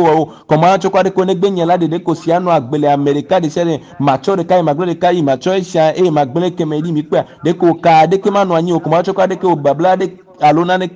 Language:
Ewe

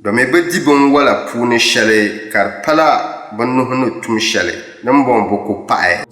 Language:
Dagbani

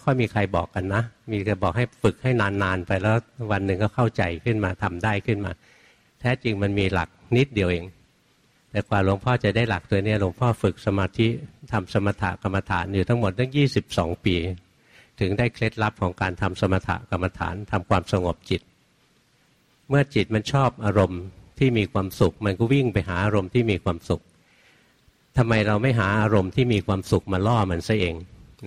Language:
Thai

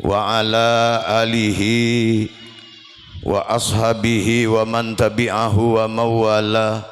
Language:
Madurese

